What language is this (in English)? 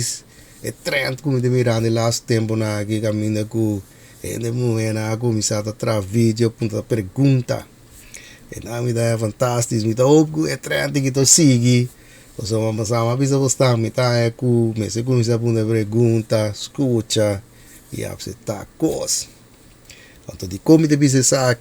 Papiamento